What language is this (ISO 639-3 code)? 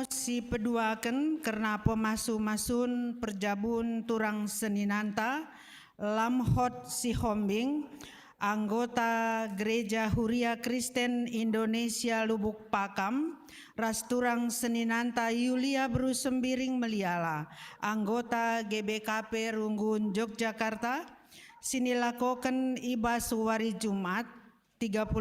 btx